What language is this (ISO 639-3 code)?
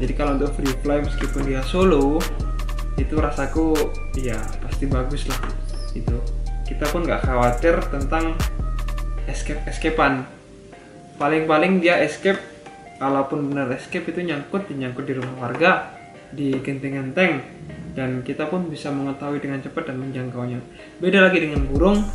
ind